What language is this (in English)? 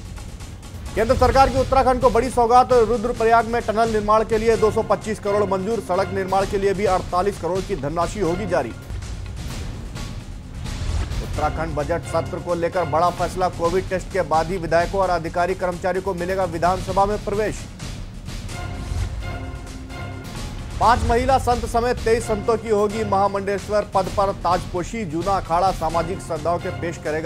Hindi